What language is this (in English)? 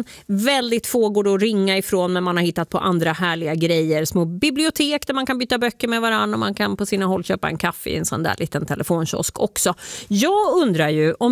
Swedish